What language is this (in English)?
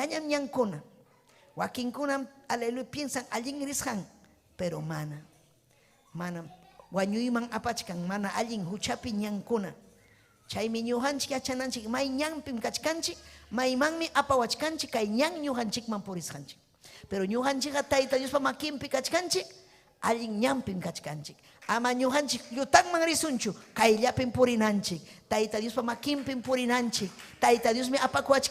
Ayacucho Quechua